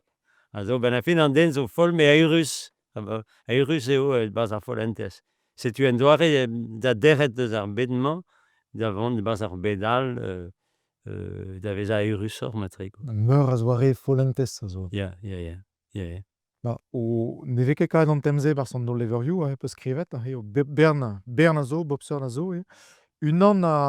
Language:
Breton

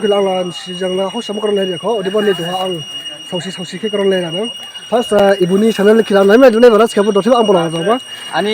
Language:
Dimasa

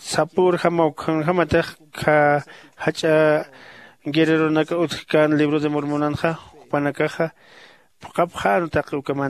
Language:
Aymara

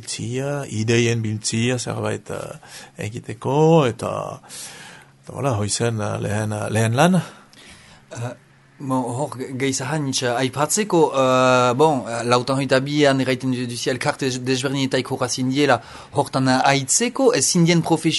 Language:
Basque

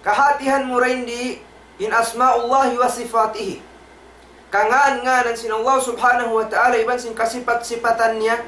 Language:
Tausug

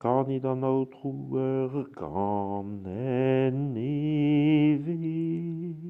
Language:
Breton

